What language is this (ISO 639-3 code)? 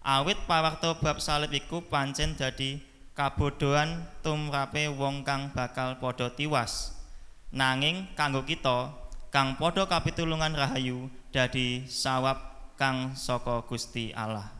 jav